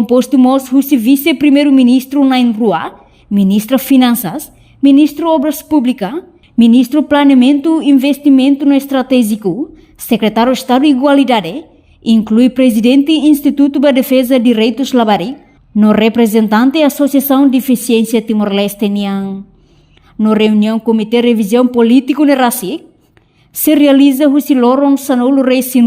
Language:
Tetum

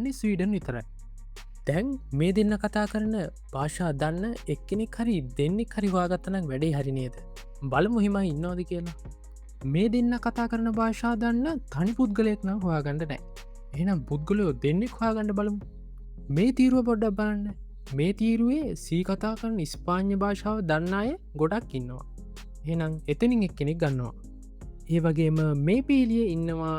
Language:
Sinhala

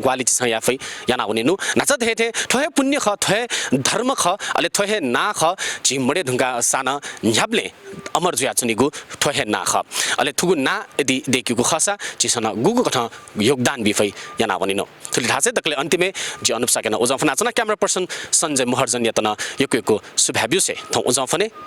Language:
Newari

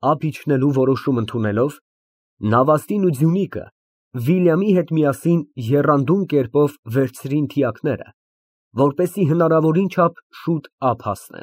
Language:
Armenian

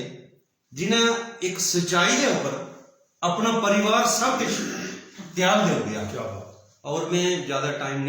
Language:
Dogri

